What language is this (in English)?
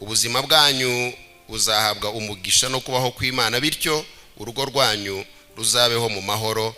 Kinyarwanda